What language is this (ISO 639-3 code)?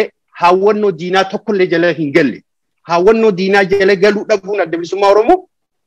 orm